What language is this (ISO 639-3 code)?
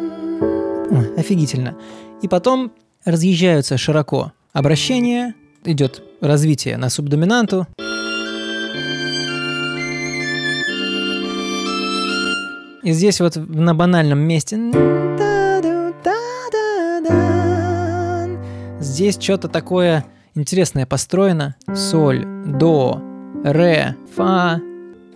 rus